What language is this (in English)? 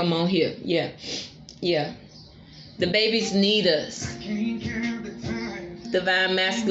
English